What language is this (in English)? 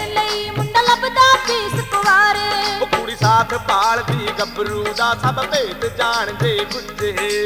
Punjabi